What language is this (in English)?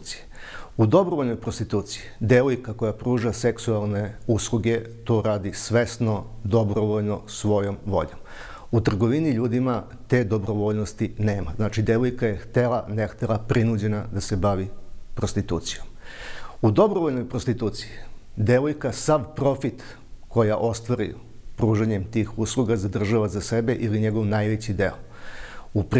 Serbian